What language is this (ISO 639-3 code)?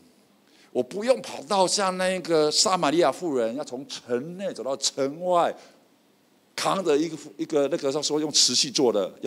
zho